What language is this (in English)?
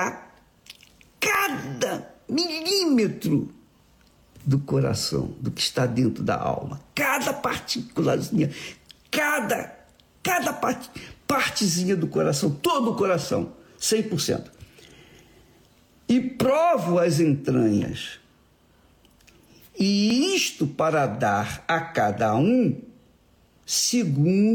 Portuguese